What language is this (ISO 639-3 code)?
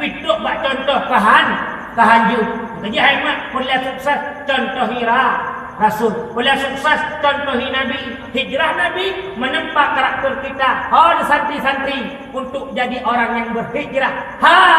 ace